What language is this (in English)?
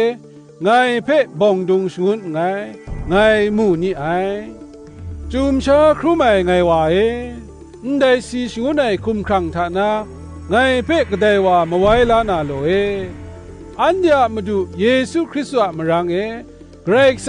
Kachin